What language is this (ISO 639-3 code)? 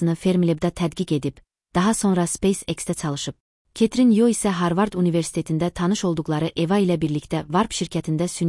aze